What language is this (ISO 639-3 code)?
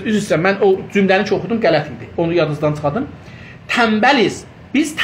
azb